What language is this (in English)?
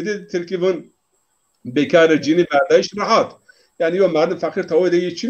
Zaza